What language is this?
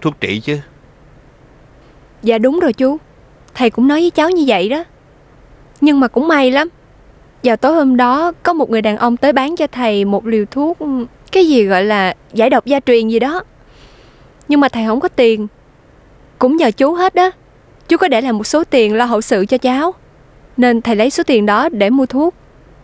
Vietnamese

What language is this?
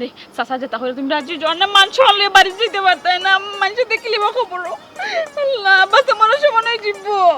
Sylheti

